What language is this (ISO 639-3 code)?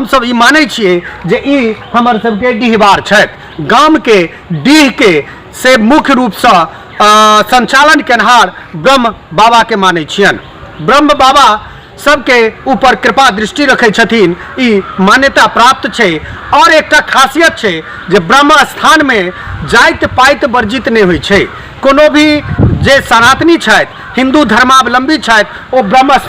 mai